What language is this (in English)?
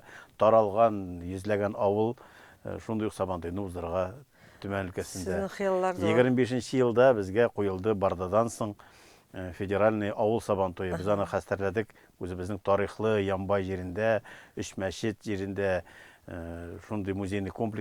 Tatar